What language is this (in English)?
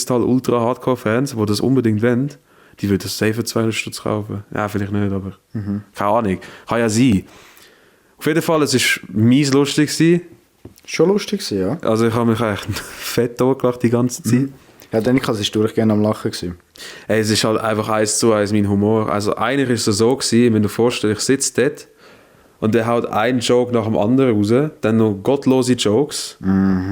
Swiss German